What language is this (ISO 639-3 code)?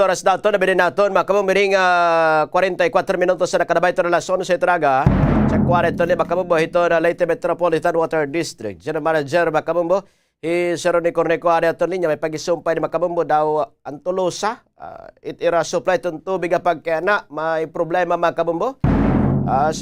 war